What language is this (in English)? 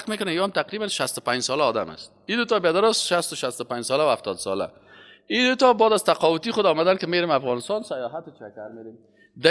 Persian